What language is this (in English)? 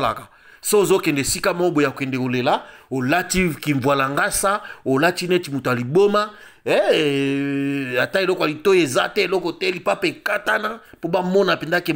Lingala